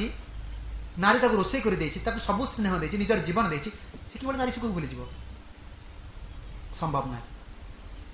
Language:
Odia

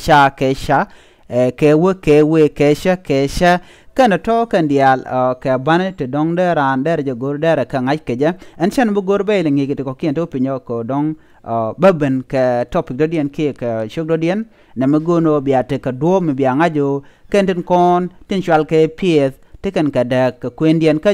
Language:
Nuer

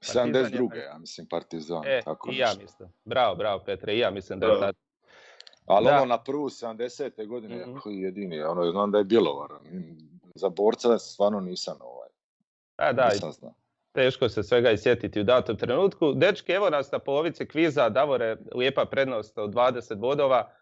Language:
Croatian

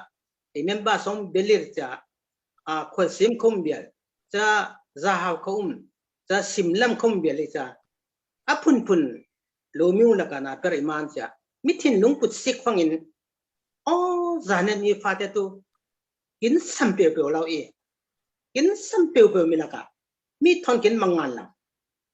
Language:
Falam Chin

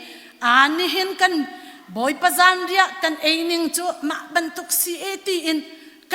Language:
Hakha Chin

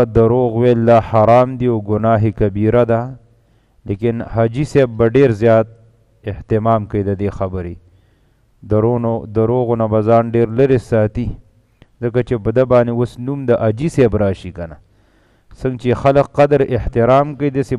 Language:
Pashto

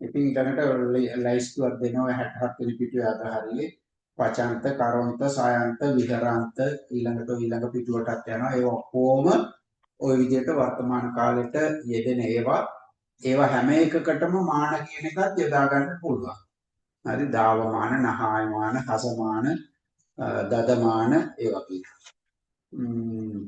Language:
Sinhala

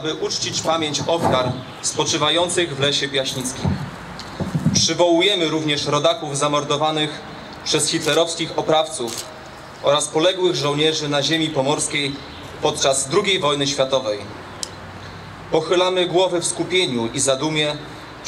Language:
Polish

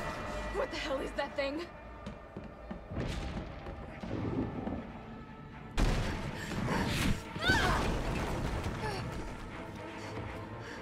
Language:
English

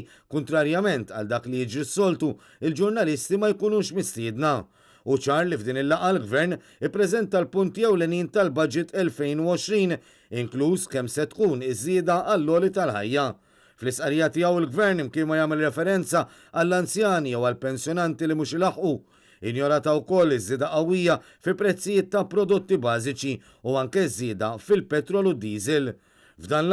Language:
Maltese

